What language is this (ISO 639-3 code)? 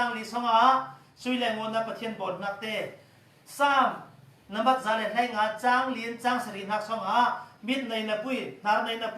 cfm